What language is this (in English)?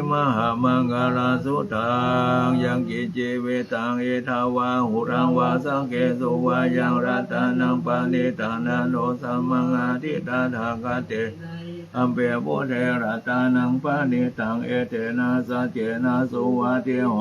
Pali